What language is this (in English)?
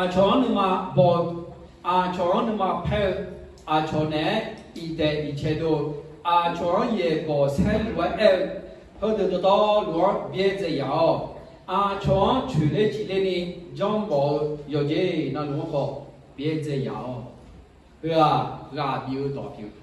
Akha